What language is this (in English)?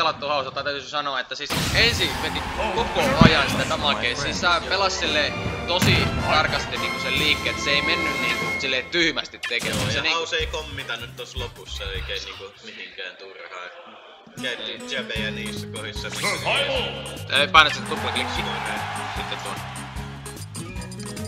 Finnish